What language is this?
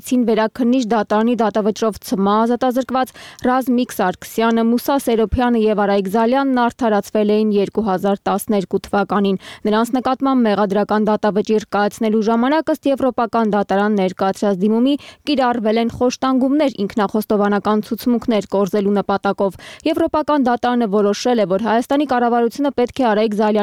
Armenian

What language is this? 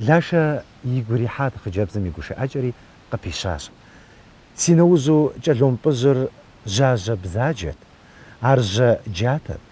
Kabardian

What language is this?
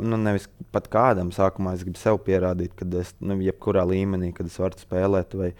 Latvian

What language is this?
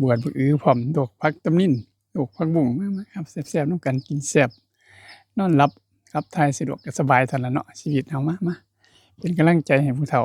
Northeastern Thai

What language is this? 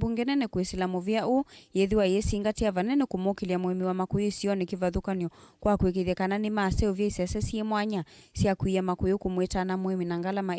Kamba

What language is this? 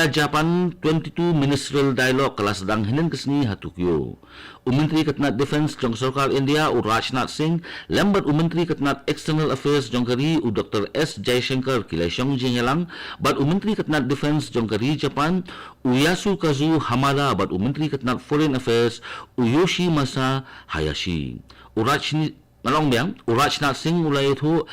Khasi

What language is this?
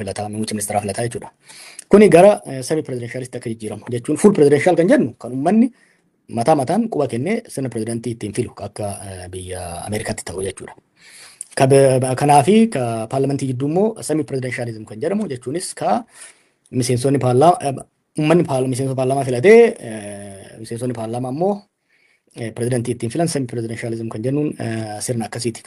Oromo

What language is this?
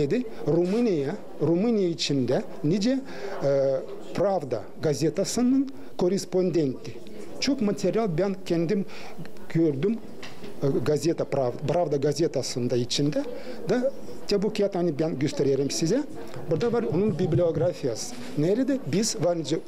Gagauz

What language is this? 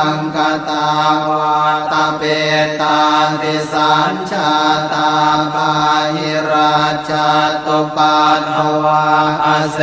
Pali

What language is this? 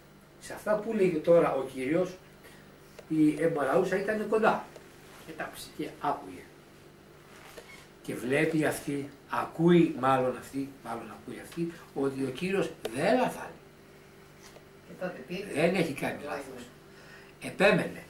Greek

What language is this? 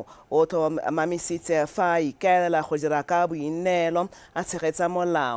Tswana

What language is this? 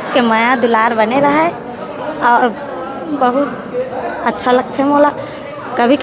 Chhattisgarhi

